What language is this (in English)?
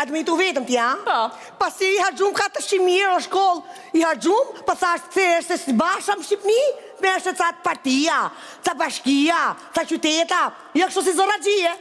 Albanian